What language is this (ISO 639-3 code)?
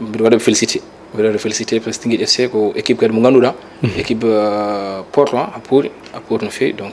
ful